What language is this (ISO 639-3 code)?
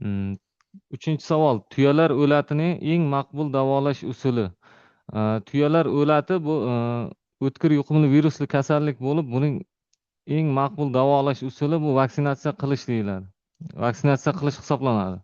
uzb